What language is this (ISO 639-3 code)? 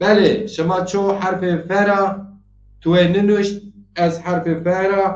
zza